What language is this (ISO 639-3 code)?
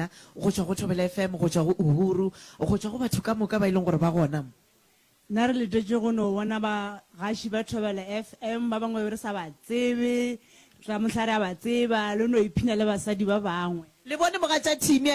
nso